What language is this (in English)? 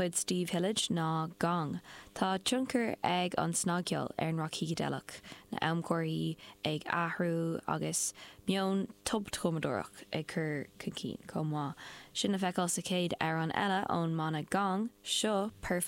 Irish